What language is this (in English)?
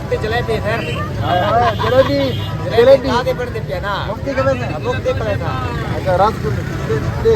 Saraiki